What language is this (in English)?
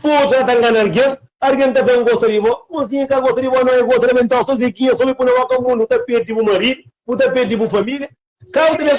Kabuverdianu